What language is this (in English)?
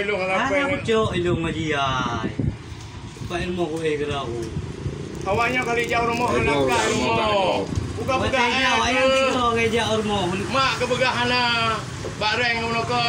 Achinese